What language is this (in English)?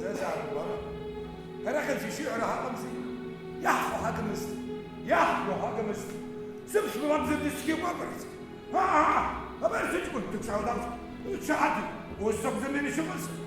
Abkhazian